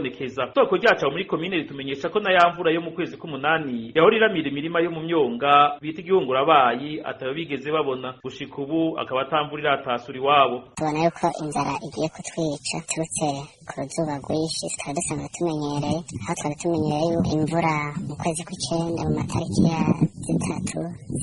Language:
Rundi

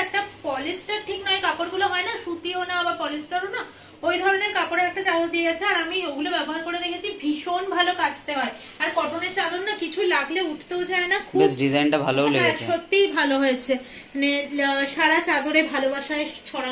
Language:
Bangla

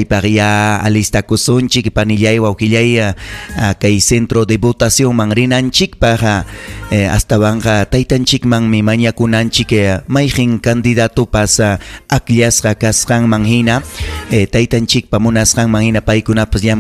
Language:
Ayacucho Quechua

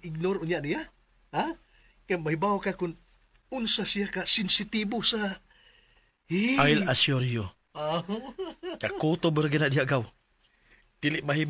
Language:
Cebuano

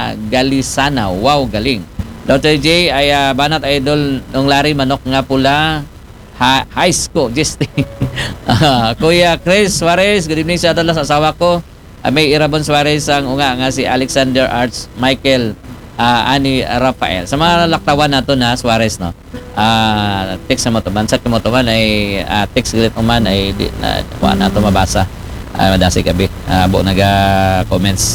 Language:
Aklanon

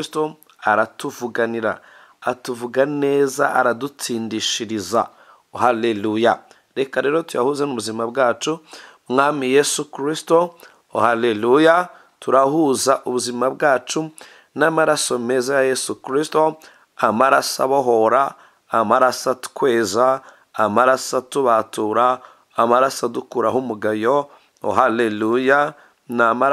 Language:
Kinyarwanda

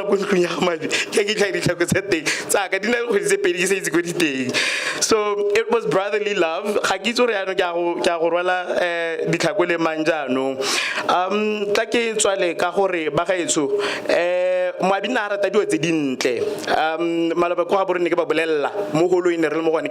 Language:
Tswana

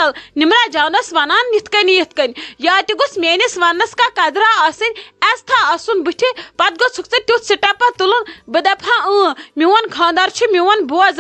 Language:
Kashmiri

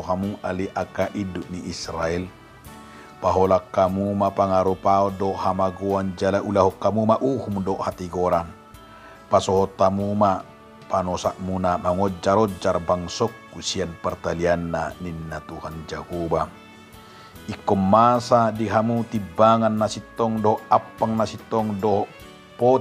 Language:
Batak Toba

